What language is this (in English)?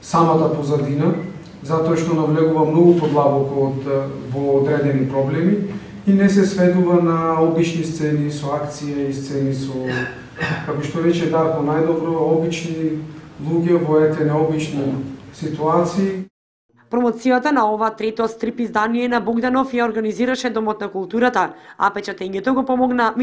Macedonian